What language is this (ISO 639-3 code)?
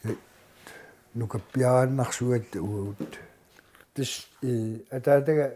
kal